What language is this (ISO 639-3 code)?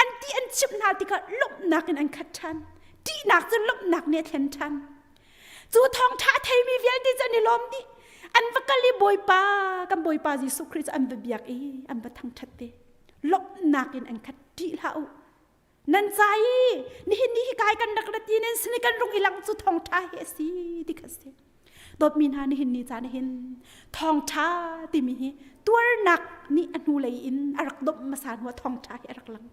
cnh